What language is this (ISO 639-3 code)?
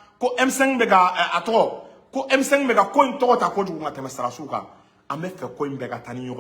bam